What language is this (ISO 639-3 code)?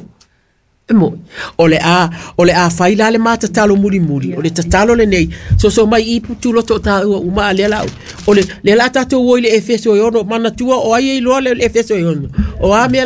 smo